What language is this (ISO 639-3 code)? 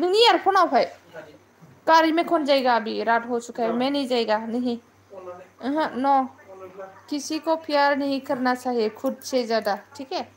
brx